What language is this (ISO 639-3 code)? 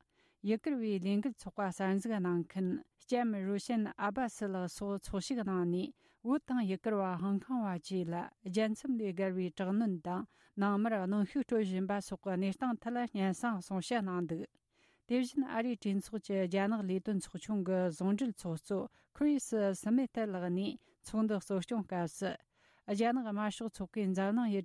bod